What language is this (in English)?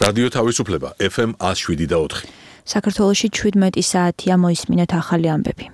Georgian